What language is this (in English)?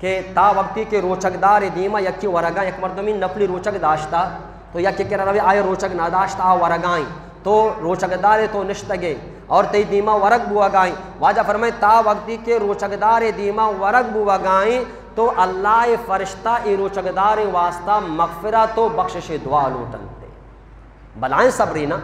Eastern Balochi